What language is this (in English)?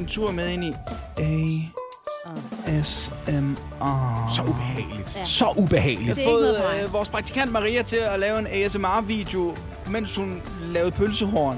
Danish